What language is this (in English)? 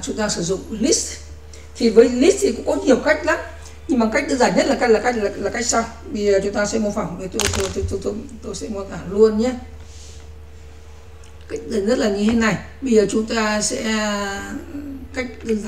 Vietnamese